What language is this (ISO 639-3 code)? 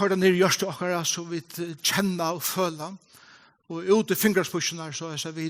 fao